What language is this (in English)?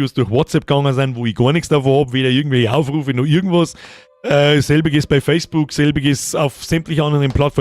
Bavarian